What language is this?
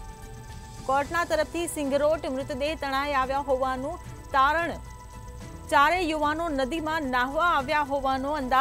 Gujarati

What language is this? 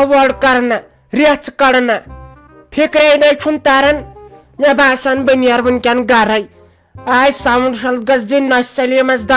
Kashmiri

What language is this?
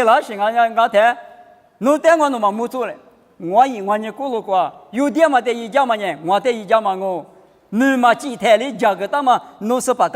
Lisu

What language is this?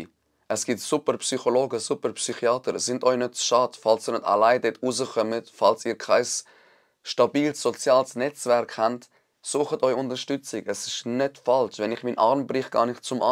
Swiss German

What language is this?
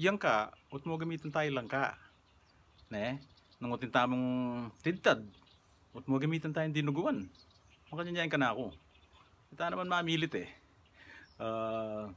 Pampanga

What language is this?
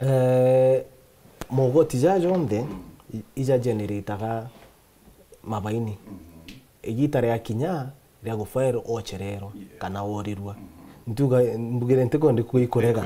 Meru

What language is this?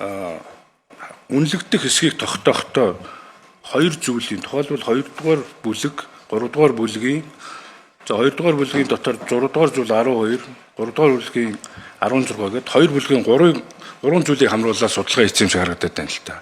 Mongolian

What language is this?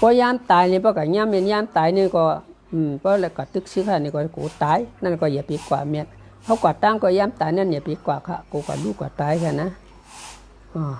Shan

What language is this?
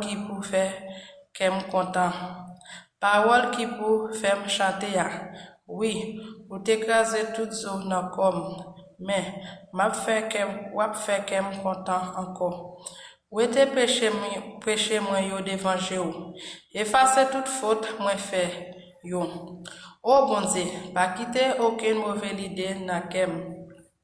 Haitian Creole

